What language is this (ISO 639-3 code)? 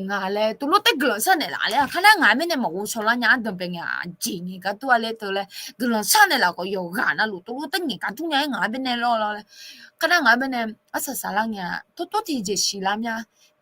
ahk